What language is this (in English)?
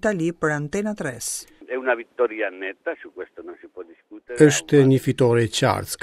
Albanian